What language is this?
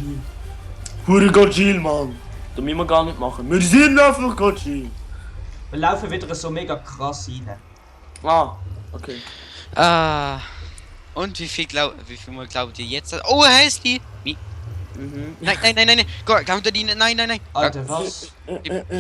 Swiss German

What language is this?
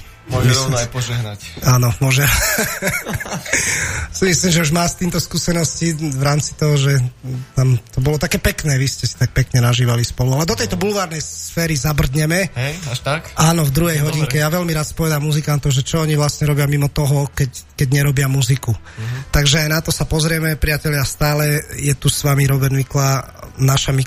Slovak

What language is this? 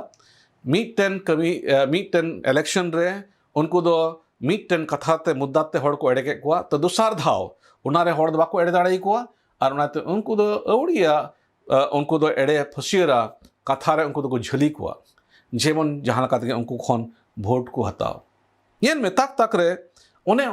Santali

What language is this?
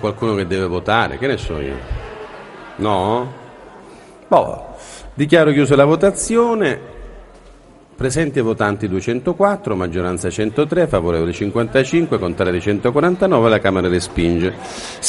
Italian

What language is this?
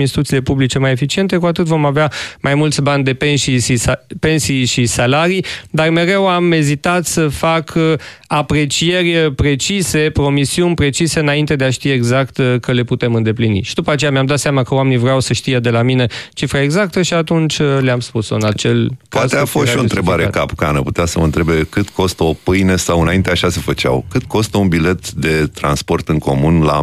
Romanian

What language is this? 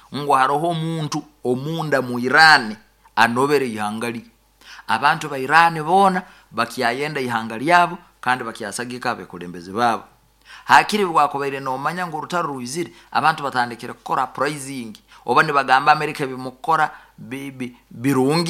Nyankole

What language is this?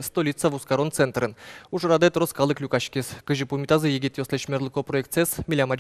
Udmurt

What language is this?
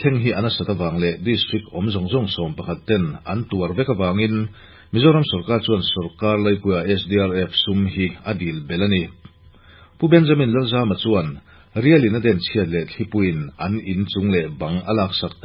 Mizo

